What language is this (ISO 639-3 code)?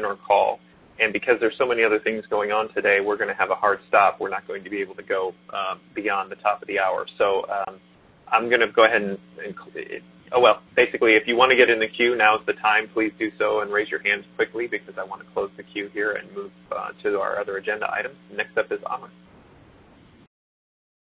eng